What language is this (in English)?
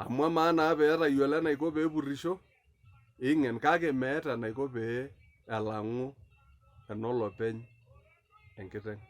Masai